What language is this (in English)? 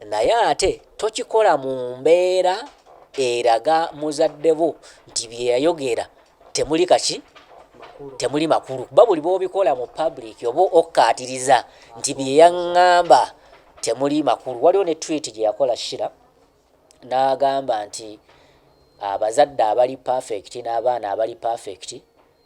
Ganda